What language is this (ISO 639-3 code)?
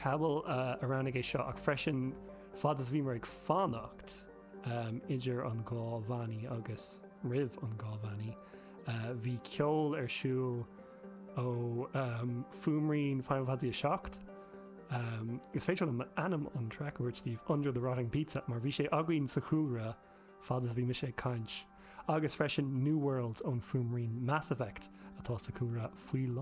gle